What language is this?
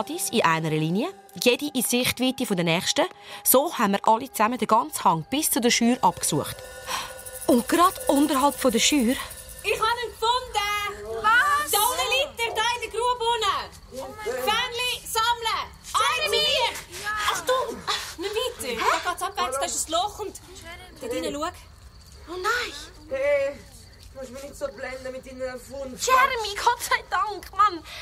Swiss German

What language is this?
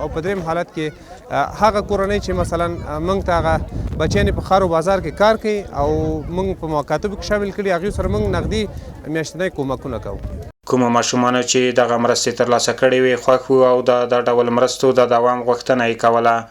Pashto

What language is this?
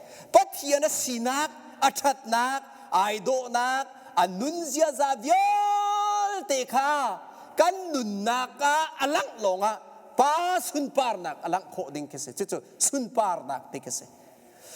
Hakha Chin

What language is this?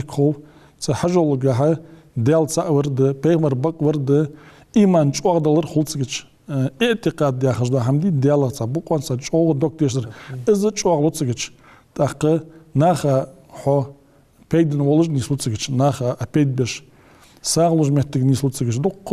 Ingush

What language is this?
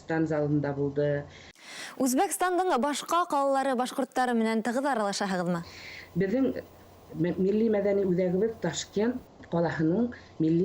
Bashkir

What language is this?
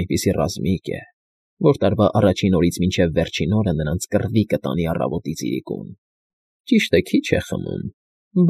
Armenian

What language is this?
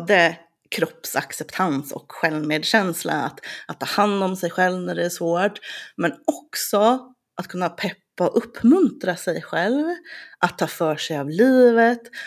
Swedish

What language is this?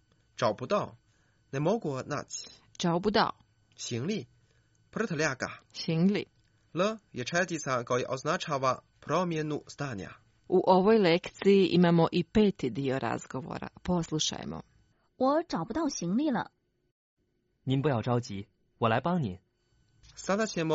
Croatian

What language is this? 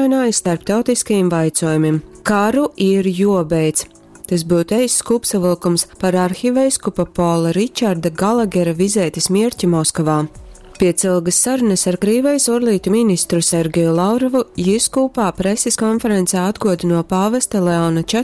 Latgalian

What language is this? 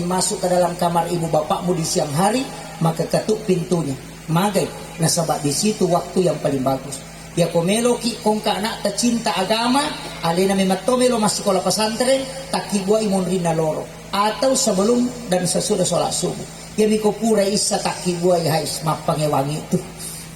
Buginese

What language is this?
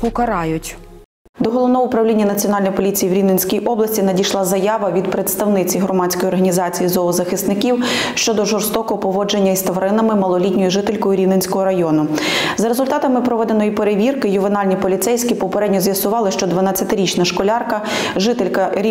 Ukrainian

